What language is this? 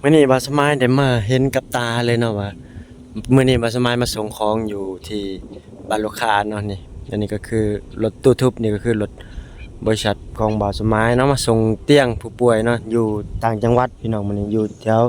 Lao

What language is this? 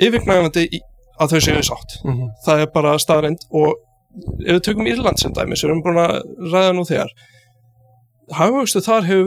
Icelandic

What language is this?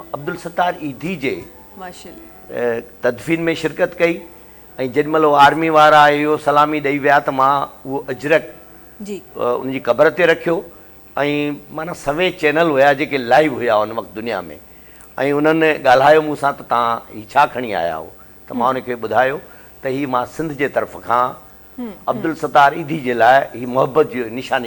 Sindhi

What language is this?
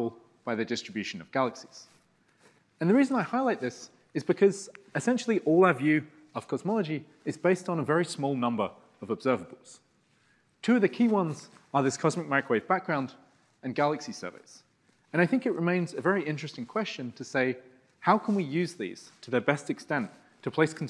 English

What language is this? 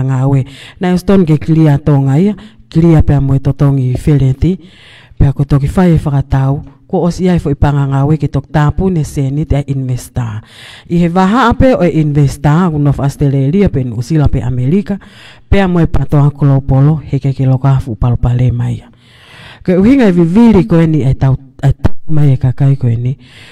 Tongan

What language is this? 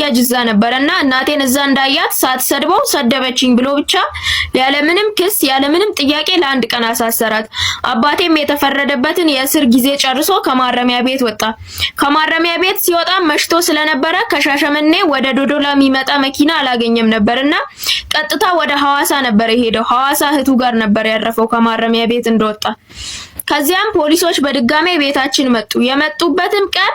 Amharic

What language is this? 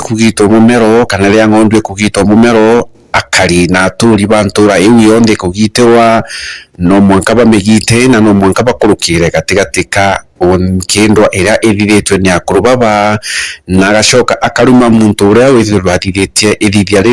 Meru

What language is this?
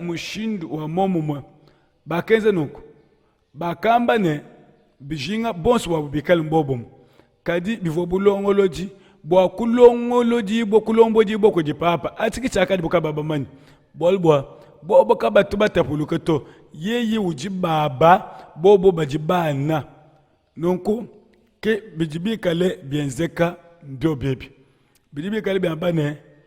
Luba-Lulua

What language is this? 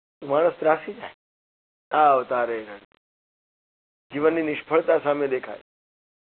Gujarati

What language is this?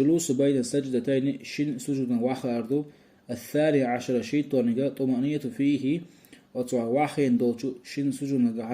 Chechen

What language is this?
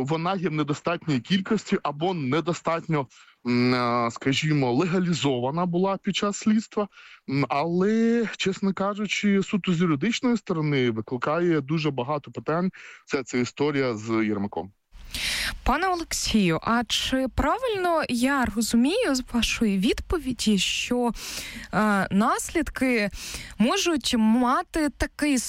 Ukrainian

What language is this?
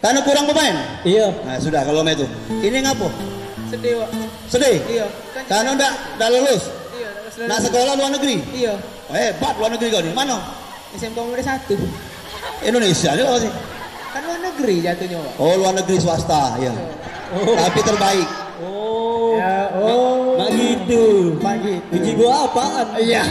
Musi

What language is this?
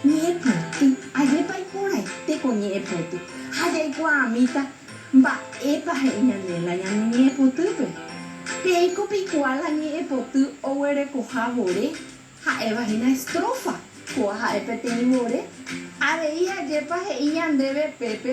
Guarani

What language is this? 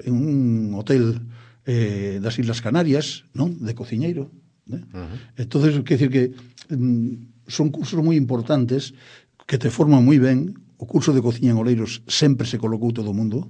Galician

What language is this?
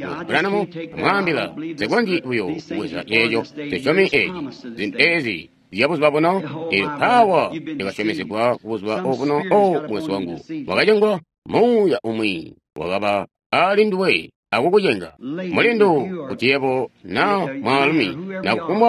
Tonga (Zambia)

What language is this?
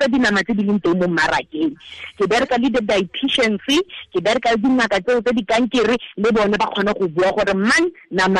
Tswana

